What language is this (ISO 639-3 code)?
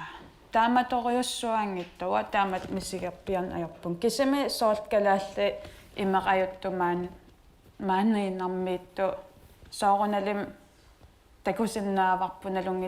kal